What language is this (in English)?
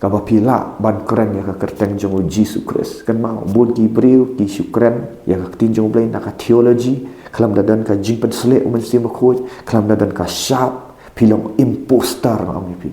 Khasi